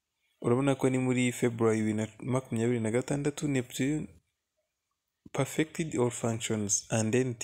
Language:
Kinyarwanda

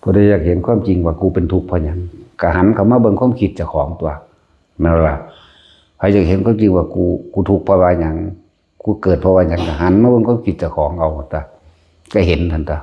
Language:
Lao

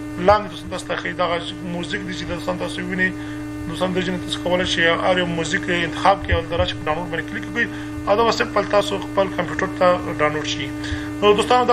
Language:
Pashto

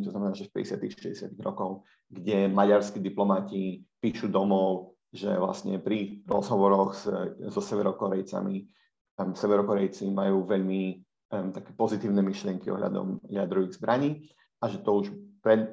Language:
Slovak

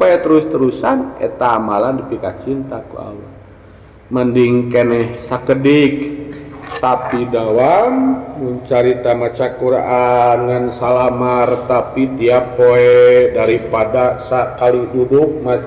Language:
Sundanese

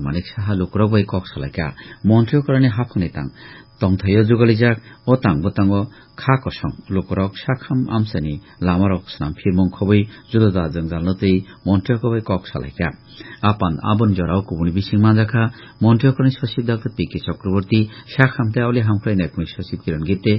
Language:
Kok Borok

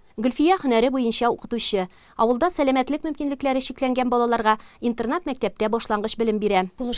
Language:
Tatar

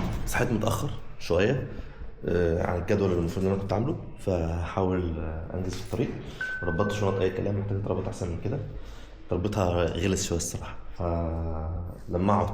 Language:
Egyptian Arabic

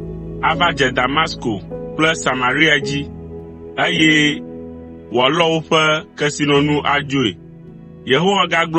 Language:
Ewe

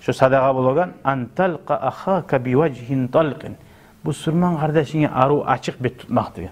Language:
Kumyk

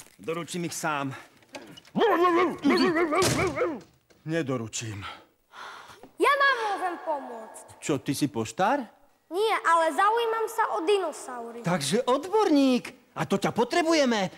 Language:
Slovak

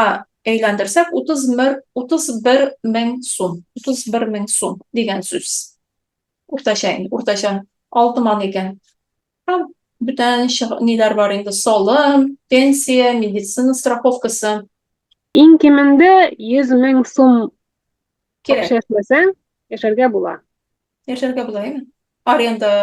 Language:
Tatar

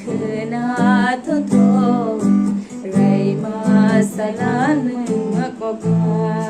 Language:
Kok Borok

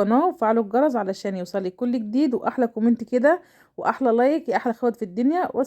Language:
Egyptian Arabic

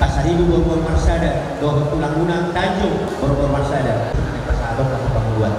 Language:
Batak Toba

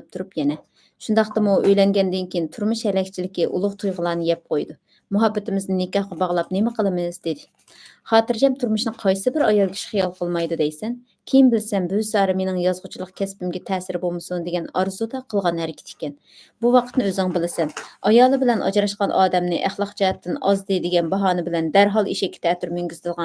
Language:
Uyghur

